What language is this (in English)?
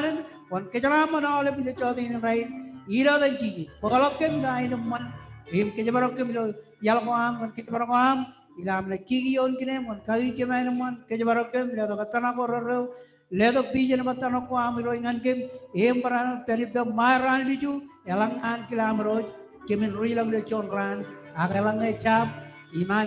Marshallese